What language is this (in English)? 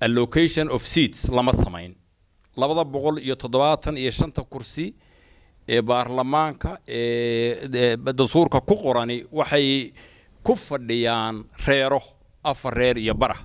Somali